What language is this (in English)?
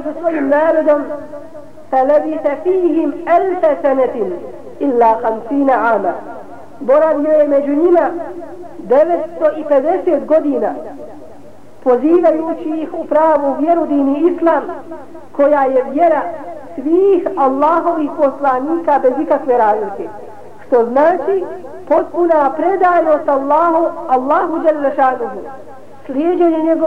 Bosnian